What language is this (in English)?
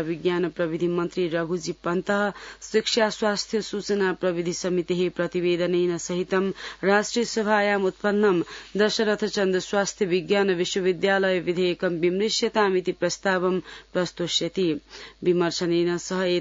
Sanskrit